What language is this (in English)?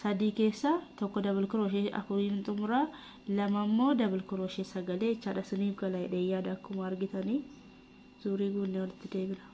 Oromo